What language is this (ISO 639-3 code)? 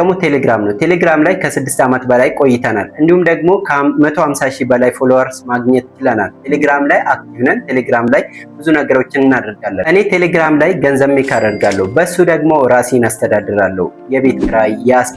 amh